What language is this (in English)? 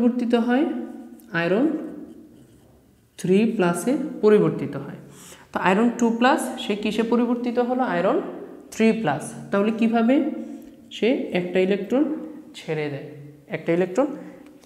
Bangla